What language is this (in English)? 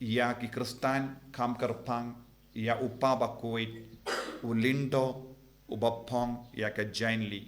Khasi